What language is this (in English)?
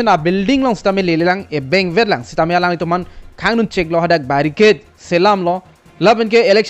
Karbi